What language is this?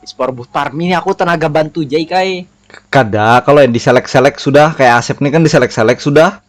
Banjar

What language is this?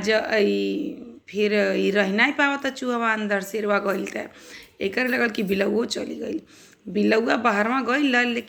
Bhojpuri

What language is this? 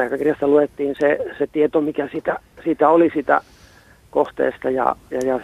Finnish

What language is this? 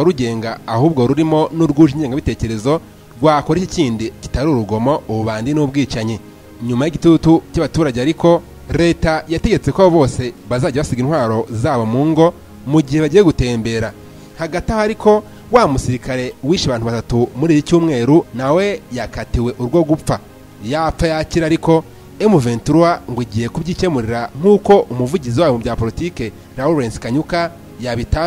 Kinyarwanda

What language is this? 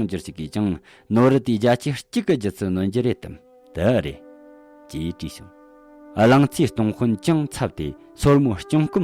Tibetan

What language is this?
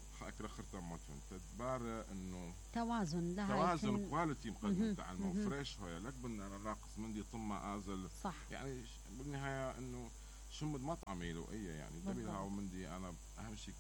Mesopotamian Arabic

